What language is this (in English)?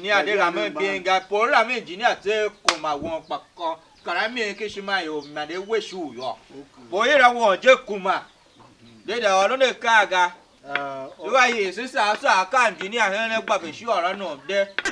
Tiv